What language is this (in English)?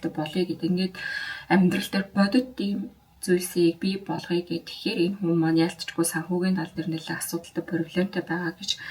Mongolian